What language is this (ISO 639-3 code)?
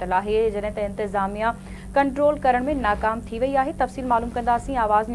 snd